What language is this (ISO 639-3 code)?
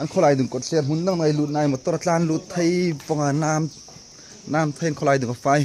hmr